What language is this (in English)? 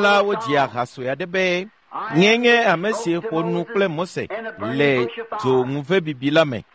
Ewe